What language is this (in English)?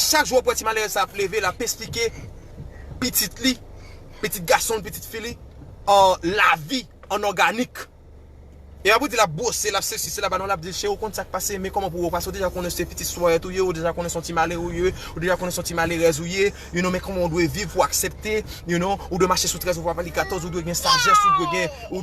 Haitian Creole